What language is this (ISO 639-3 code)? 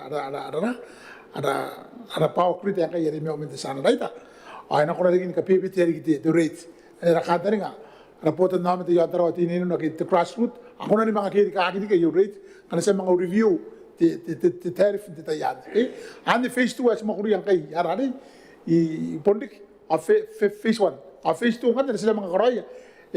gil